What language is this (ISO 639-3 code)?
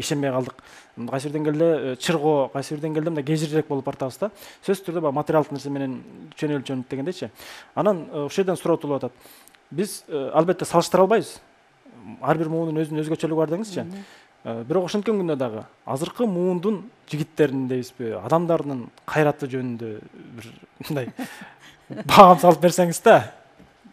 kir